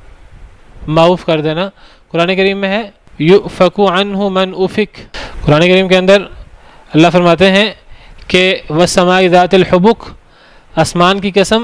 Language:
Urdu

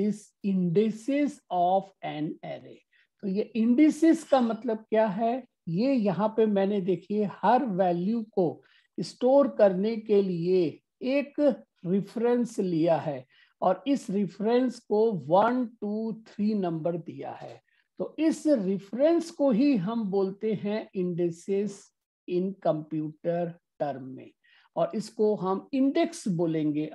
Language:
Hindi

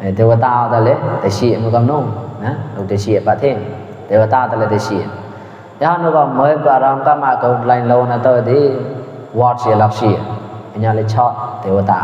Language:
Mon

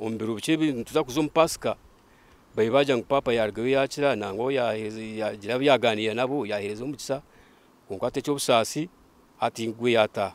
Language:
Nyankole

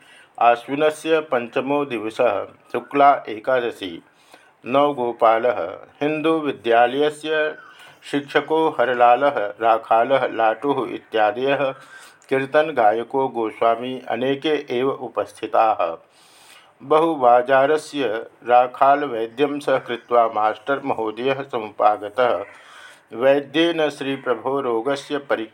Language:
Sanskrit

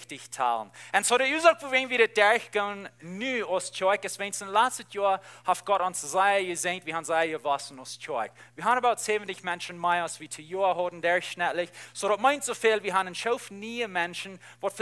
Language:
Plautdietsch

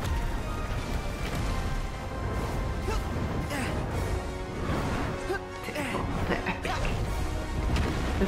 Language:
Czech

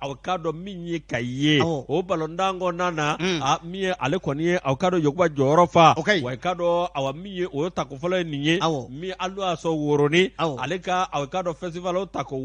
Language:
Bambara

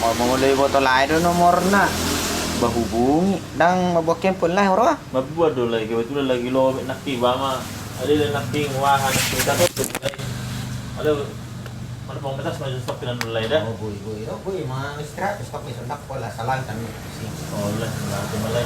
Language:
Batak Toba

